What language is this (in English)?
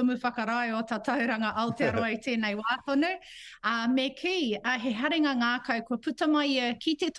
Māori